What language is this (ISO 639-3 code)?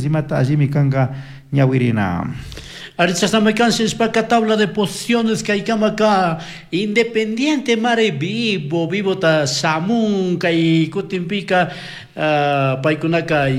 qug